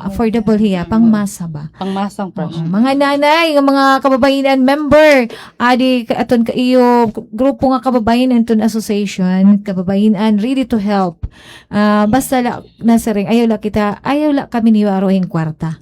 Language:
Waray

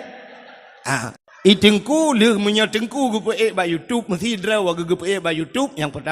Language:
Achinese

